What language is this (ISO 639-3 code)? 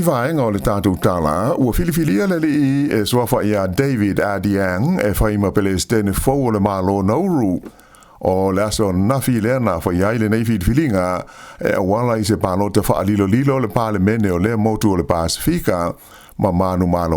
smo